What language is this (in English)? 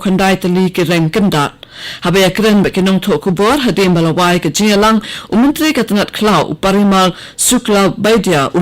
Khasi